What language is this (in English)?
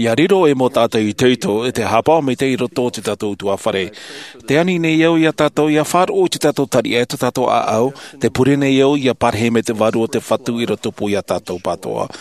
Tahitian